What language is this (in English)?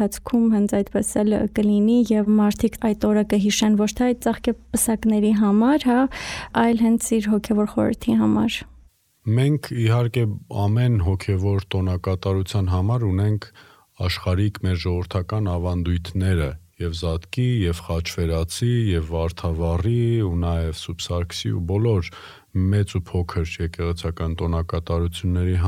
Armenian